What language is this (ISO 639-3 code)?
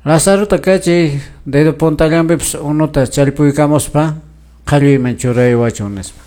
que